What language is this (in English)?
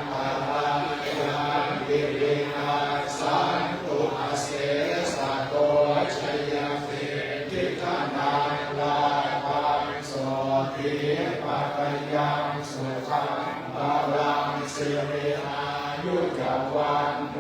Pali